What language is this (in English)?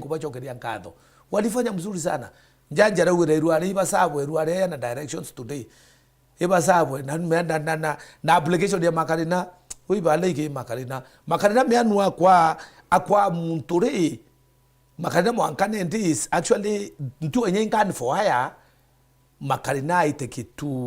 Meru